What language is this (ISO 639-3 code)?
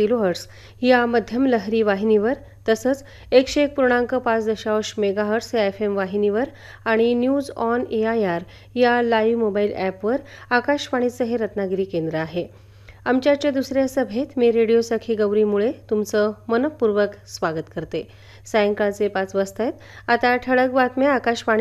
mar